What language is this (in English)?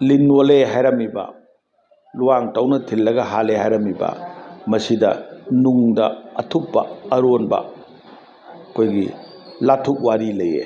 Manipuri